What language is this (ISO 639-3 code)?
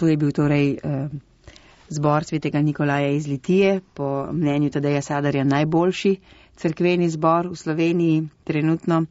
slv